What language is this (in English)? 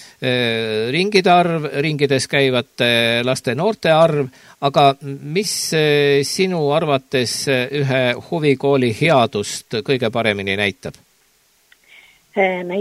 Estonian